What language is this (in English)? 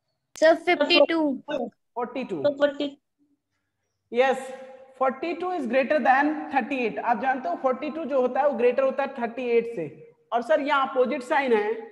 Hindi